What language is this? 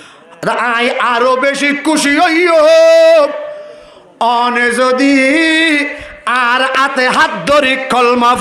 Rohingya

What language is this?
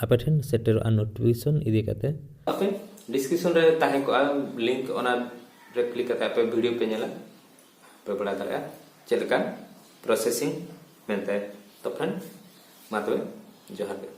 Santali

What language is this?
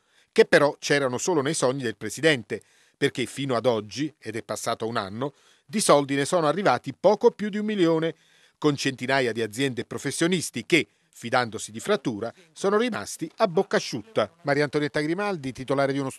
Italian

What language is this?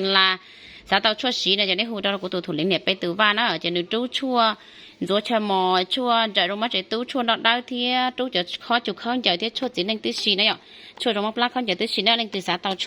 Hmong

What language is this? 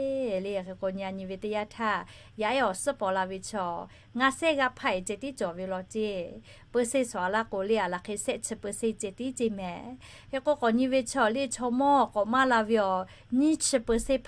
Lahu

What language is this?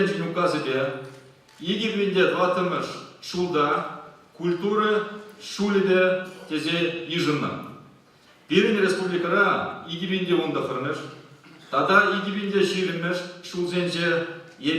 Chuvash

